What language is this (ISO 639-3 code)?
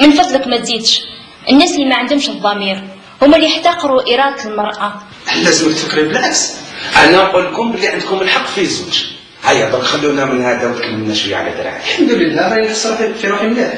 arq